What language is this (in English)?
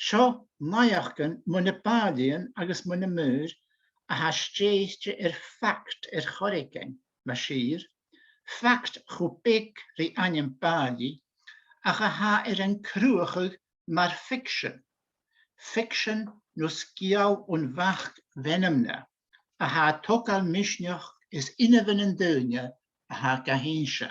Scottish Gaelic